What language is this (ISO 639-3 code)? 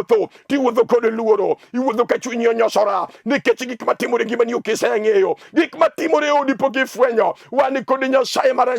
luo